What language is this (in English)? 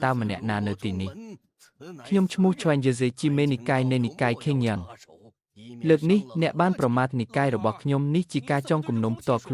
Khmer